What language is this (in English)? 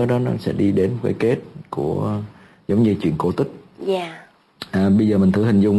Vietnamese